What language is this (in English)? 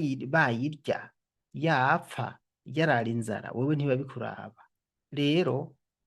Rundi